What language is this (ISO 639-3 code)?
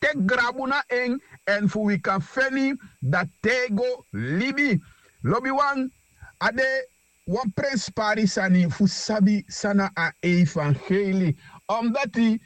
srn